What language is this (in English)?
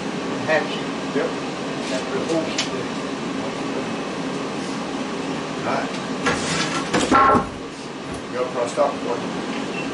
English